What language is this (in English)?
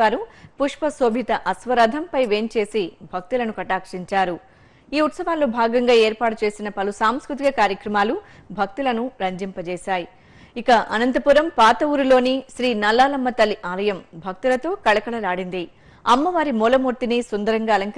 Telugu